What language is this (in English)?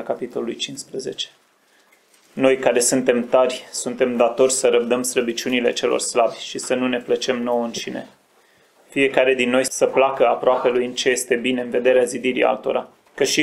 Romanian